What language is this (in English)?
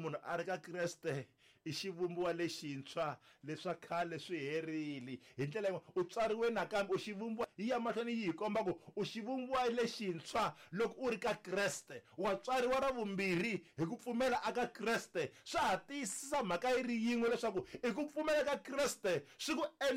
Tsonga